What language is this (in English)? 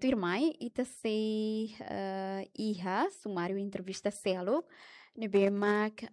Tetum